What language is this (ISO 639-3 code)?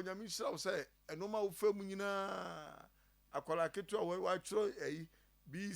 aka